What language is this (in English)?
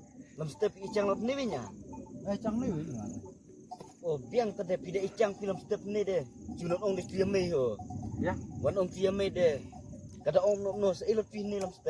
Khasi